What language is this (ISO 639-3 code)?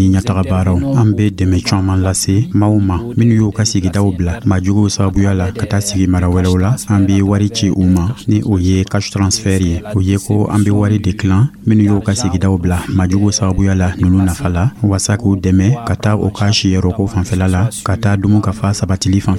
dyu